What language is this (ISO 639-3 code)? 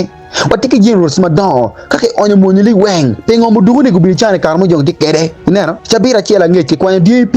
ach